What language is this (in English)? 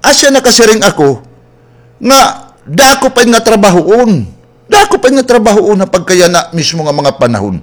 Waray